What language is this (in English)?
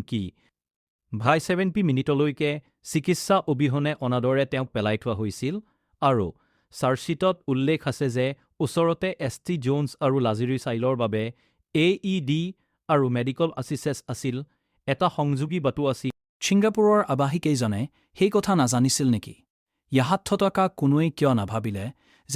Assamese